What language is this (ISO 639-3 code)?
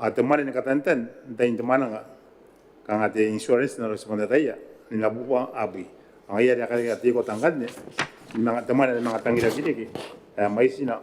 gil